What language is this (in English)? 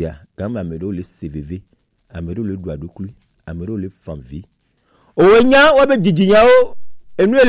Gen